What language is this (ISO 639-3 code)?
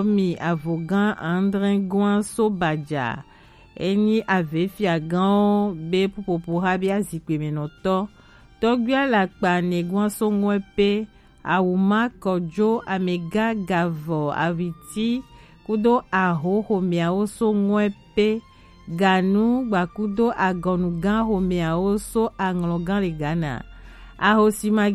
gej